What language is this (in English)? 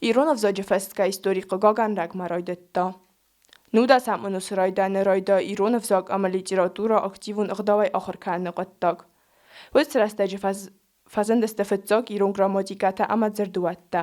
Ossetic